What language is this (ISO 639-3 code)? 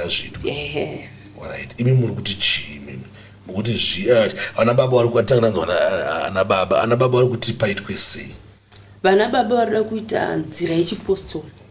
sna